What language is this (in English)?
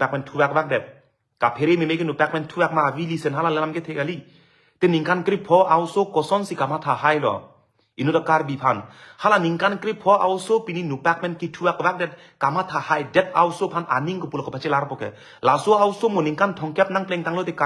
Karbi